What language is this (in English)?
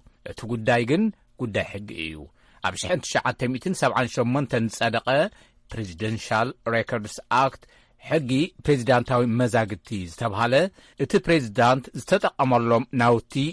Tigrinya